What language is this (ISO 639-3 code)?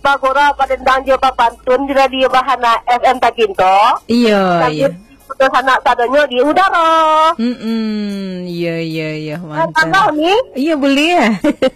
min